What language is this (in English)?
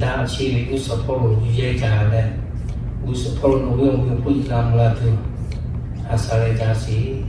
Lahu